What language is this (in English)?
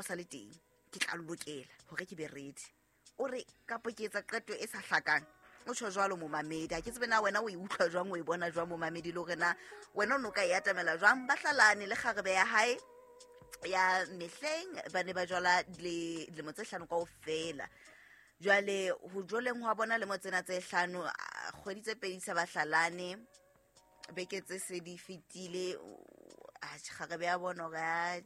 Southern Sotho